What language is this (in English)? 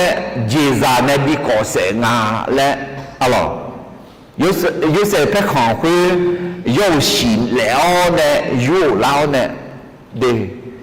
Akha